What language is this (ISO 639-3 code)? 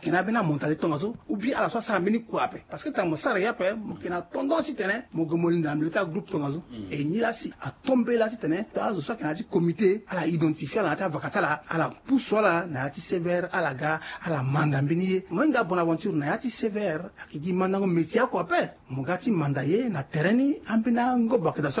sag